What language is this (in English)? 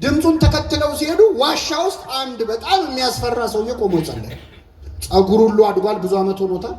Amharic